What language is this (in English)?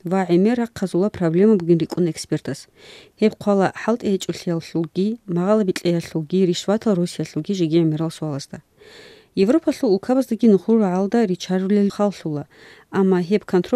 Avaric